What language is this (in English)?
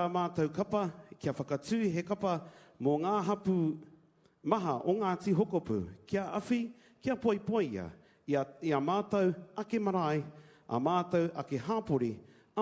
Māori